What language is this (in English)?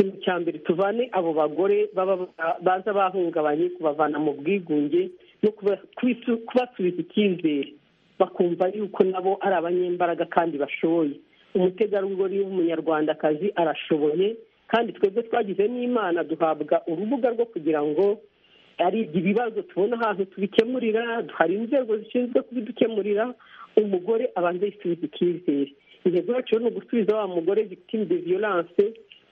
Kinyarwanda